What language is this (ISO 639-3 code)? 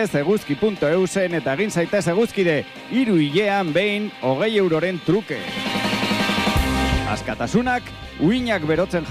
eus